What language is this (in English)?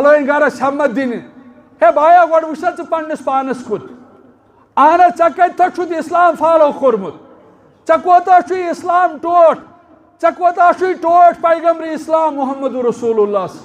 Kashmiri